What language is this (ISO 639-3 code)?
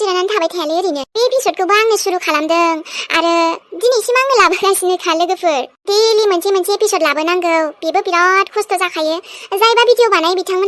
brx